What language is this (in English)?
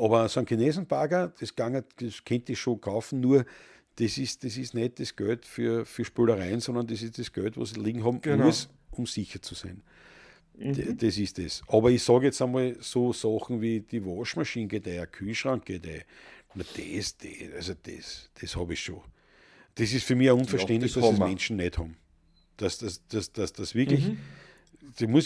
Bavarian